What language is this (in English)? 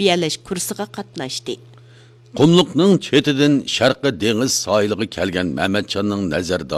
Uyghur